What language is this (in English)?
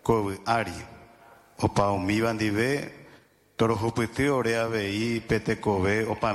Guarani